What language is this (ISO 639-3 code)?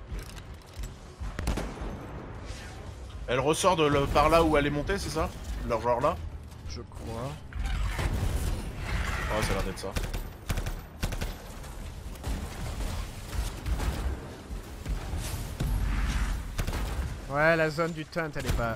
fra